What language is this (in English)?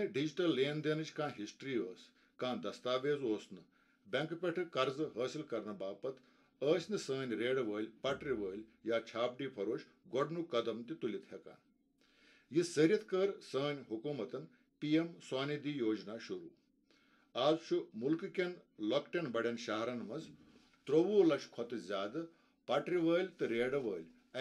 Kashmiri